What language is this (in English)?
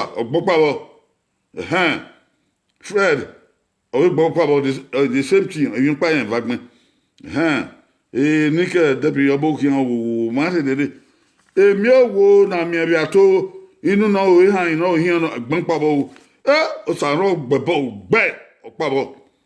Bini